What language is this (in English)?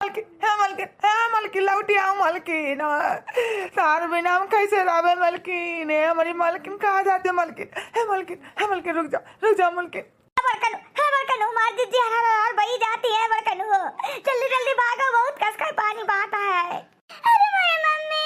Awadhi